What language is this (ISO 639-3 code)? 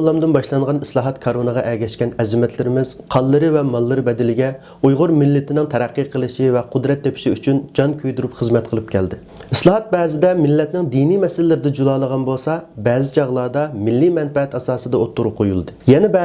uig